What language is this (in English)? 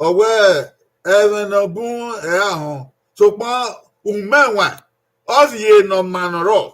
Bini